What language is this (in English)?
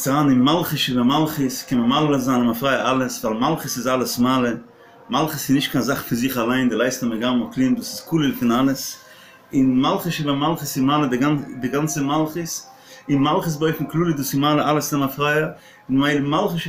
Yiddish